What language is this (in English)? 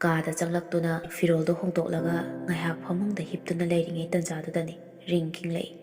Manipuri